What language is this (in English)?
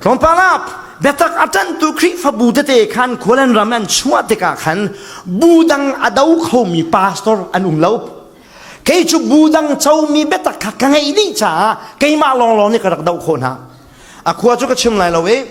Falam Chin